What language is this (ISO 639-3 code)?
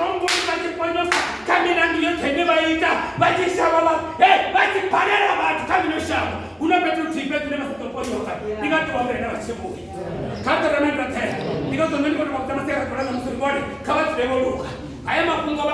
ven